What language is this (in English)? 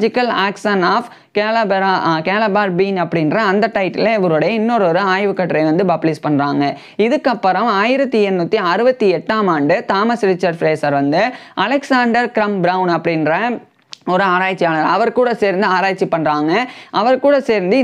Tamil